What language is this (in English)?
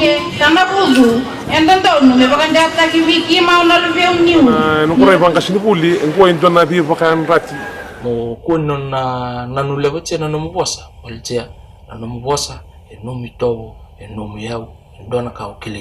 Fijian